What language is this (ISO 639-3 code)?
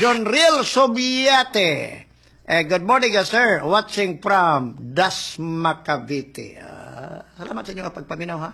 ceb